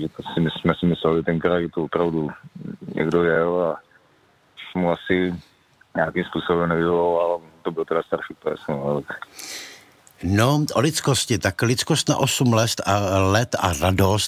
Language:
Czech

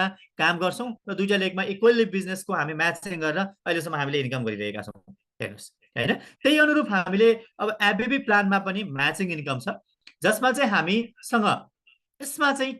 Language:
Nepali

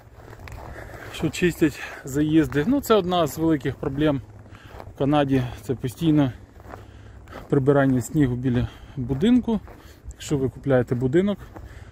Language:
Ukrainian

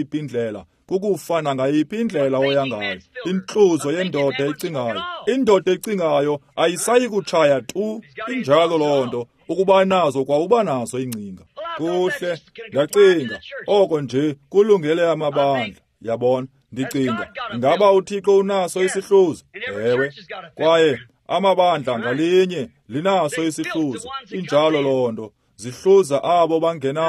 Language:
Xhosa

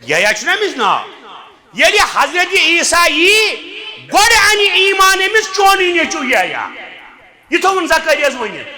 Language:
Kashmiri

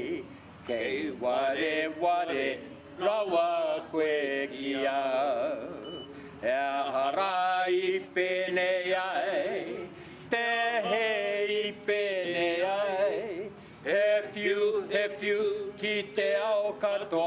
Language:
Māori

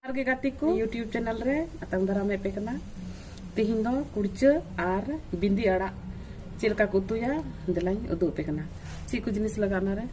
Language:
Santali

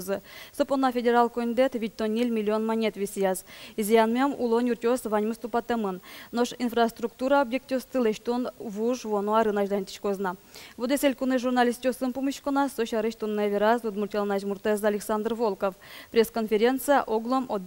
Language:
Udmurt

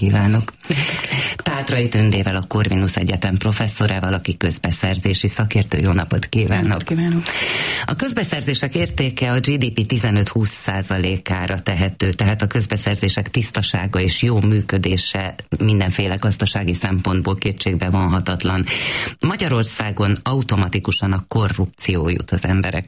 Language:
Hungarian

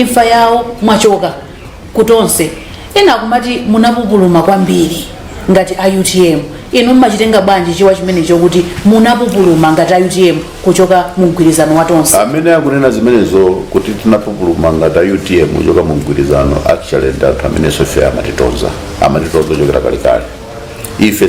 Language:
Nyanja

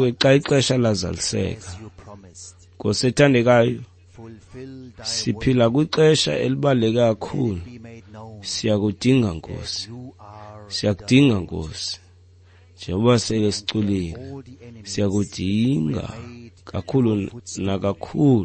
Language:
Xhosa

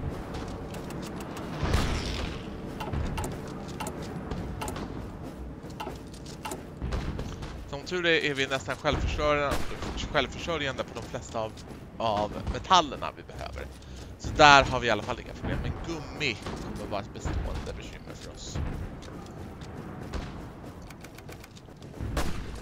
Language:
Swedish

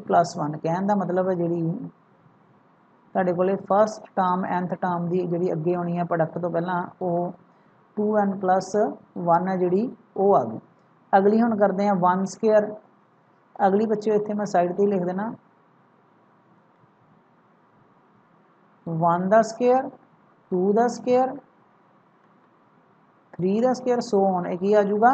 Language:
Punjabi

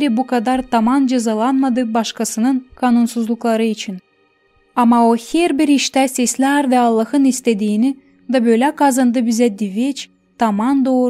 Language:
Gagauz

